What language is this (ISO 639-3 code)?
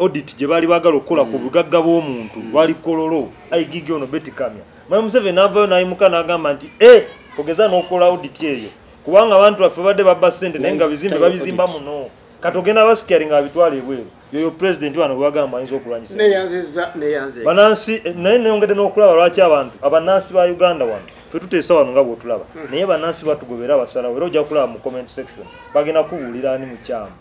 lug